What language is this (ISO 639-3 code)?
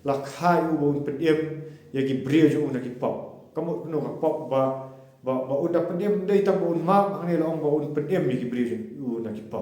kha